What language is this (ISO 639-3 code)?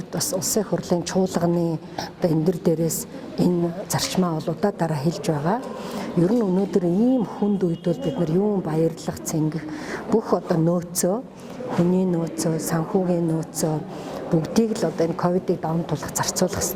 mon